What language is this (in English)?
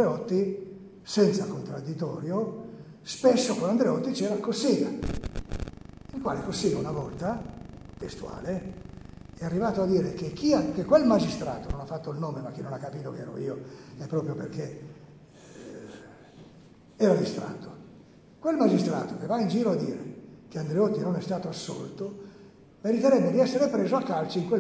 Italian